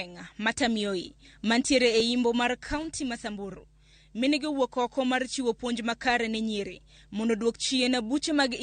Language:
Luo (Kenya and Tanzania)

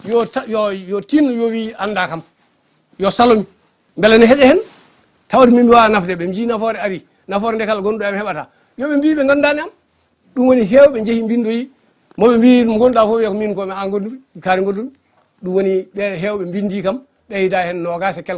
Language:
Fula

